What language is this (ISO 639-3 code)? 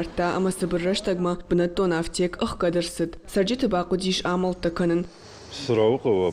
oss